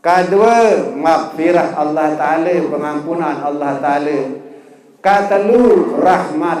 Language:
Sasak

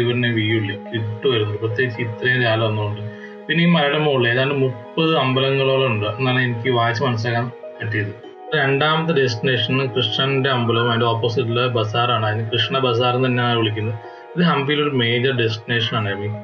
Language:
Malayalam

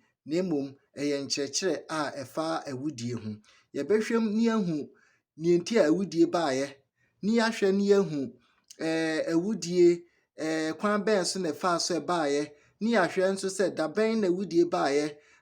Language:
Akan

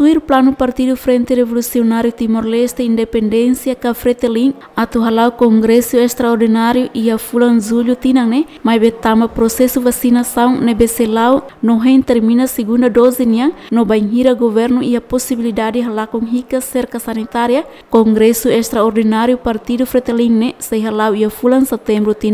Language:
Tetum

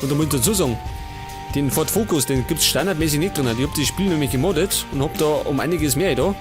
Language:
Bavarian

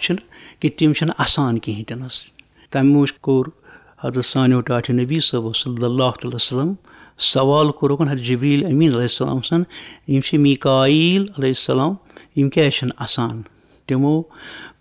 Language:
Kashmiri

